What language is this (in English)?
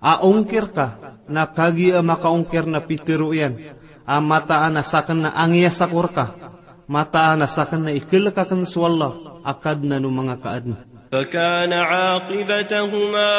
Maranao